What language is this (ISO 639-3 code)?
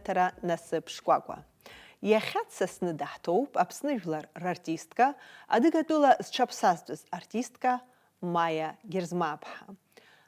abk